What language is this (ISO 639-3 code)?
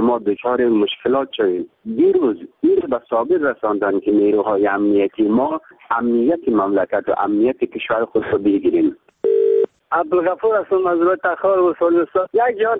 fas